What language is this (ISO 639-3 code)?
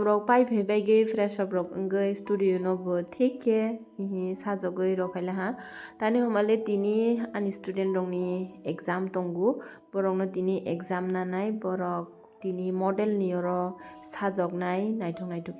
trp